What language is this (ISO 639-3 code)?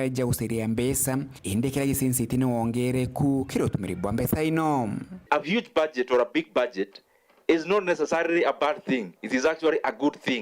mer